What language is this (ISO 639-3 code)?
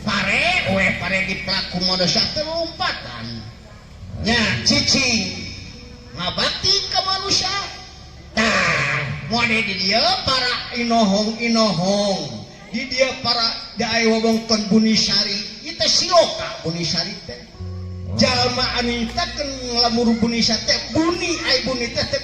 sun